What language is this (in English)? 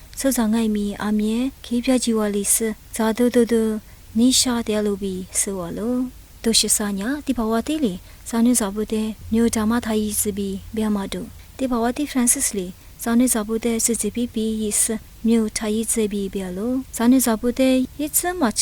Lisu